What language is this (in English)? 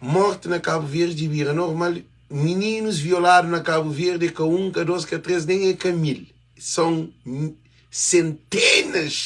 Kabuverdianu